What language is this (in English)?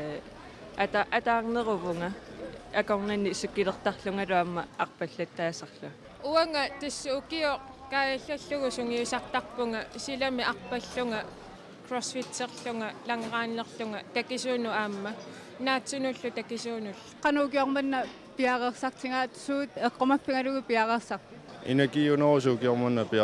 Kalaallisut